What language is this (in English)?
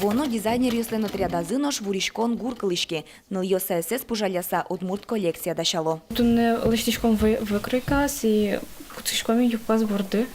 Udmurt